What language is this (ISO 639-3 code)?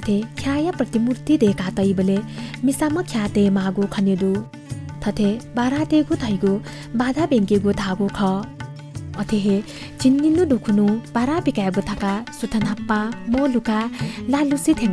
new